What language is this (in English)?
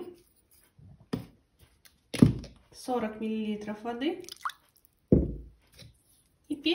Russian